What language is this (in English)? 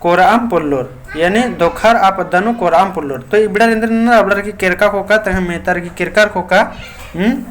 Kurukh